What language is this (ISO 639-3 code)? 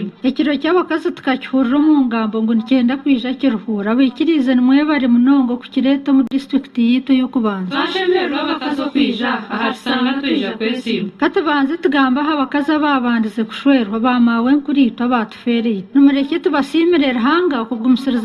nyn